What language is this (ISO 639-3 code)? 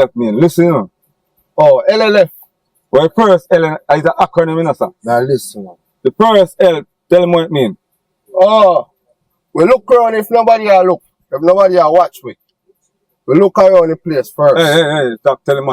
jam